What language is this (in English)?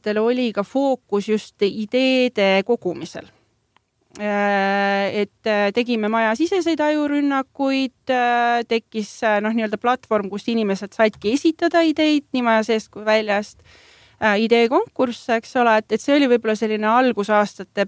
Estonian